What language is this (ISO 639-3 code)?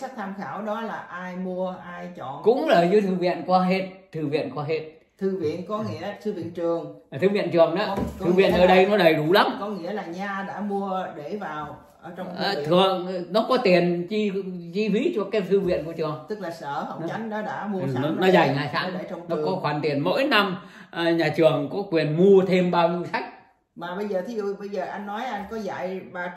vie